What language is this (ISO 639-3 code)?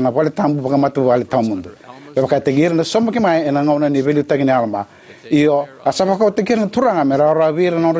fij